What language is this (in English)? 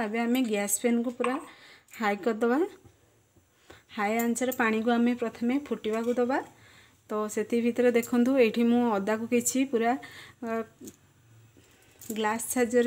Odia